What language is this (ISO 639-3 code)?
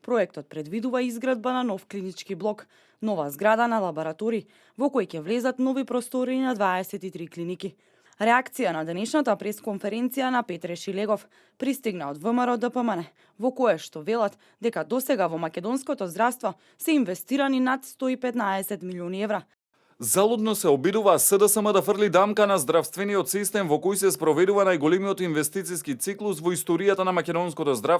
mkd